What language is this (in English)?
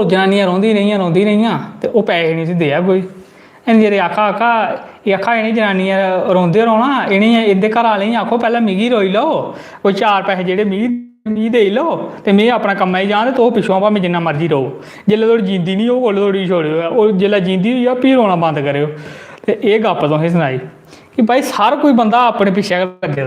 Dogri